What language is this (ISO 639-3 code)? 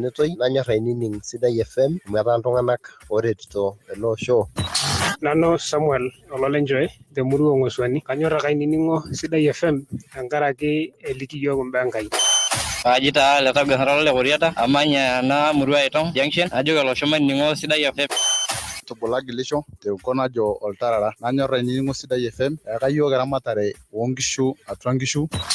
mas